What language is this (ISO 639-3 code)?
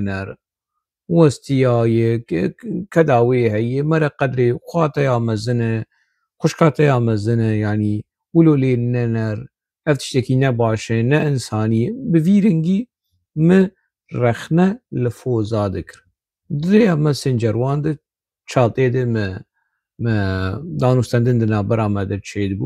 kur